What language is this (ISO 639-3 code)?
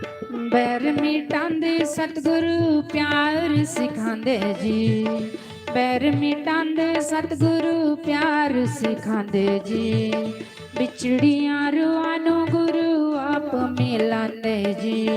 doi